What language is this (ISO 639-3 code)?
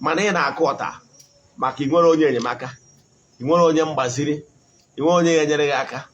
ibo